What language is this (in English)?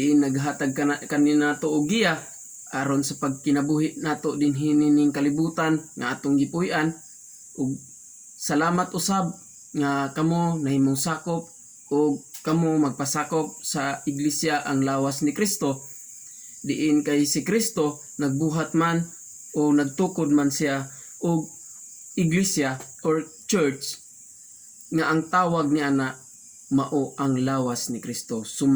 Cebuano